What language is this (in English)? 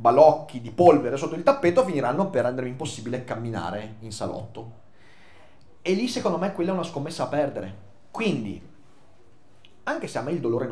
Italian